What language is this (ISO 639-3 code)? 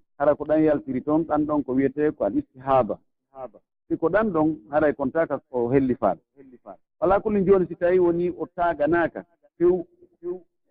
fuf